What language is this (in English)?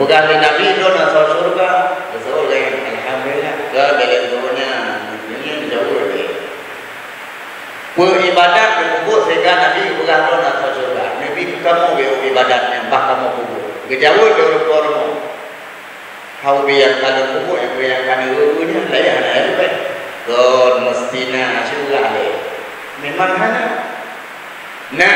Achinese